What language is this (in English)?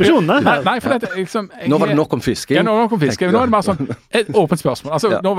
Norwegian